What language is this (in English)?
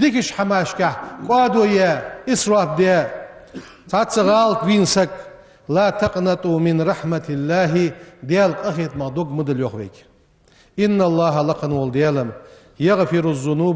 Ingush